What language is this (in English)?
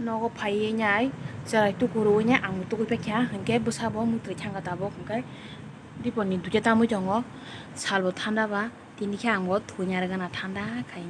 Kok Borok